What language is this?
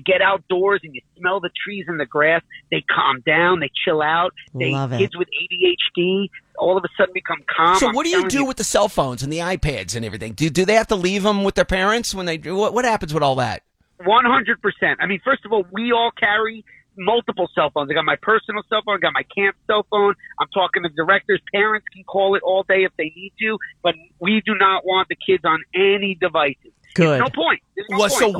English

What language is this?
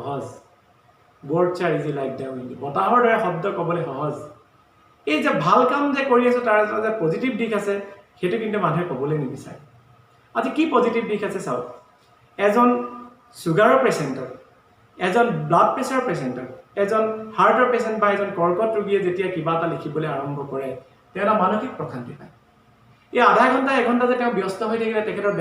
Assamese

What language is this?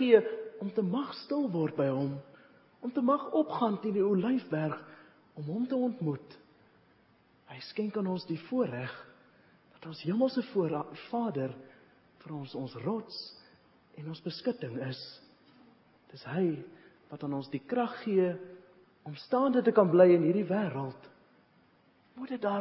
Afrikaans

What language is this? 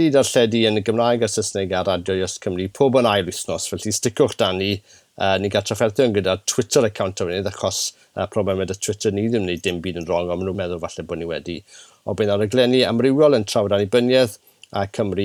Welsh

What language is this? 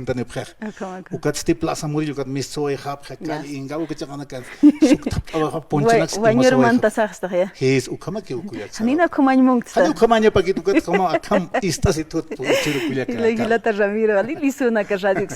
Aymara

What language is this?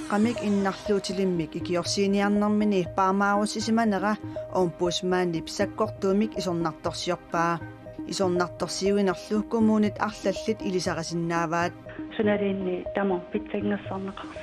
Kalaallisut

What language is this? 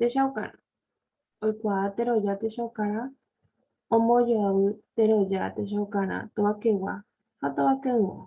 Guarani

